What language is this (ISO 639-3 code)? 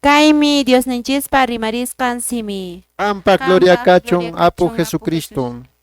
que